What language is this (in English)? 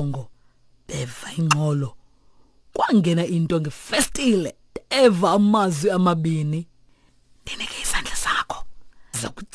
Xhosa